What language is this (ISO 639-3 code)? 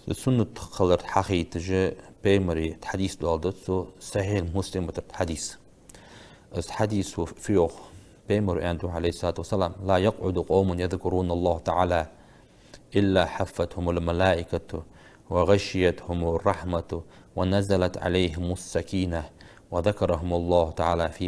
inh